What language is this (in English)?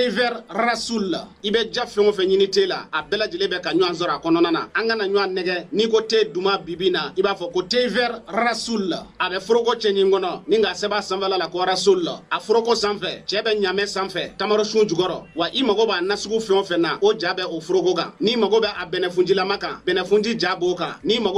Bambara